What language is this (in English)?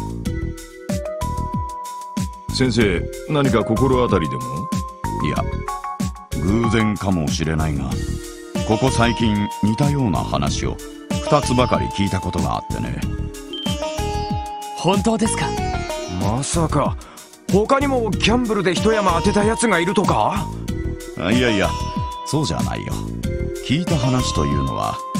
Japanese